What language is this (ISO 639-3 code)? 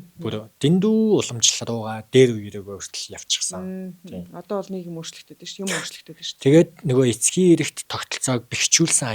mon